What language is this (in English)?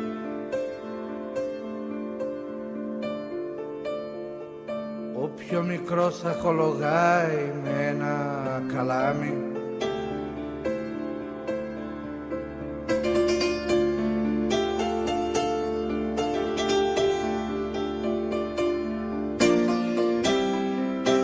Greek